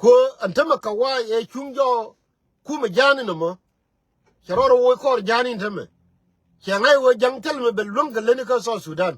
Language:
Nuer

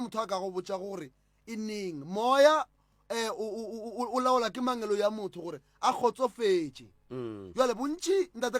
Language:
Northern Sotho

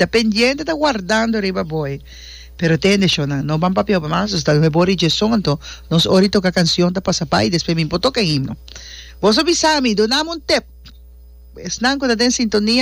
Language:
Papiamento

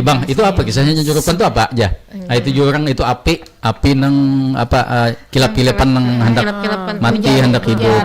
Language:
Banjar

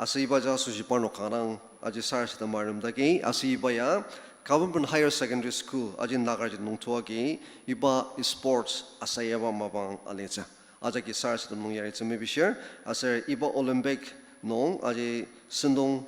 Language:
Ao Naga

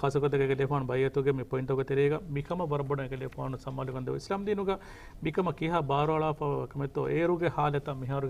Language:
Divehi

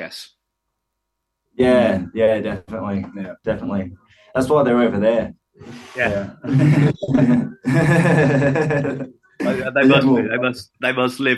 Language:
English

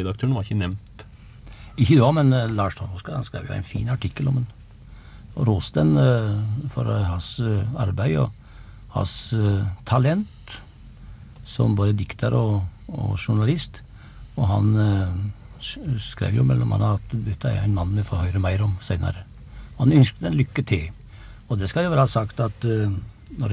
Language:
Norwegian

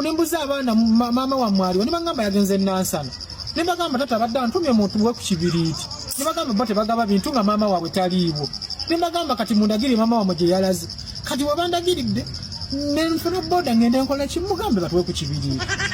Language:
Ganda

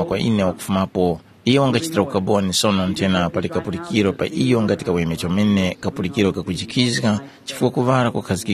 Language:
Tumbuka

